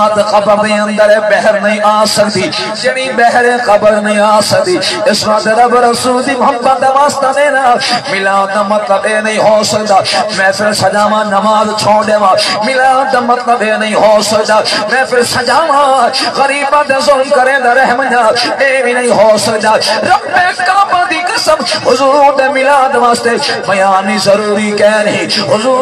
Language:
Saraiki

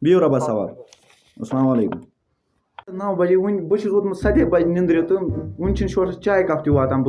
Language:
Kashmiri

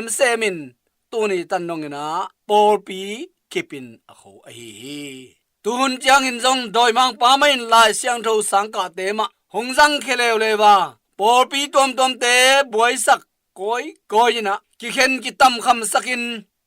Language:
Tedim Chin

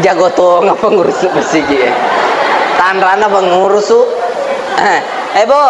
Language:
Buginese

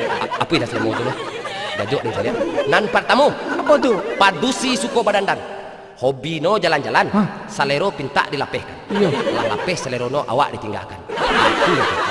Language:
Minangkabau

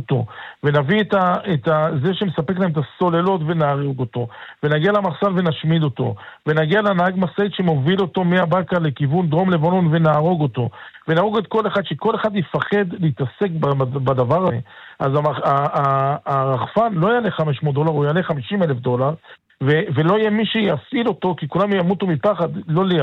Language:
Hebrew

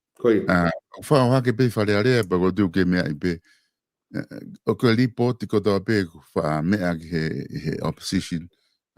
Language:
Tongan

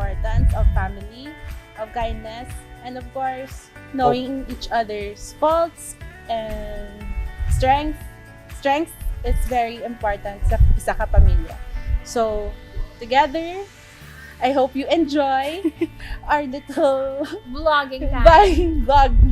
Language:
Hiligaynon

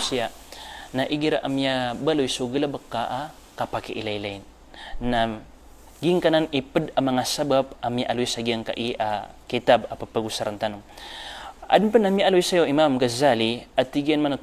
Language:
Maranao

